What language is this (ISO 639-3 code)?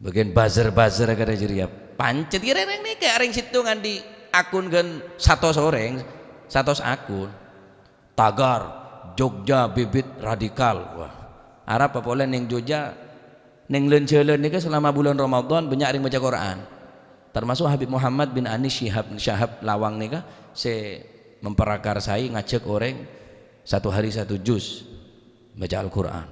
mad